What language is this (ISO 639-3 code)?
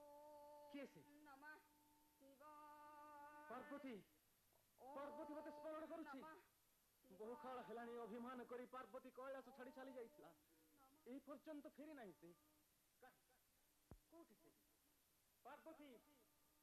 ori